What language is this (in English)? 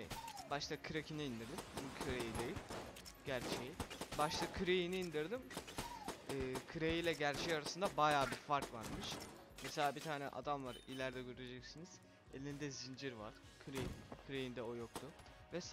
Turkish